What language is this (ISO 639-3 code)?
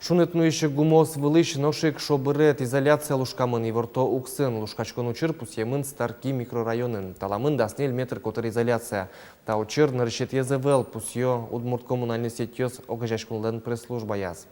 udm